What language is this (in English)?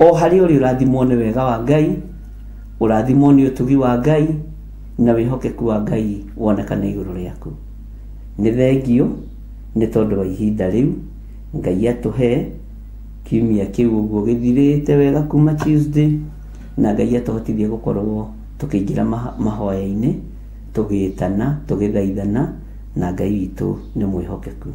Kikuyu